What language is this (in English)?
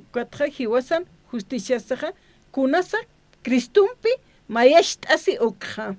Aymara